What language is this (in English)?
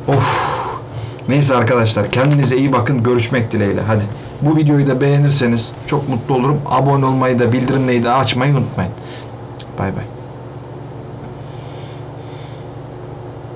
Turkish